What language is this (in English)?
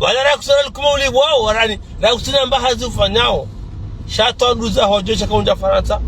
Ngazidja Comorian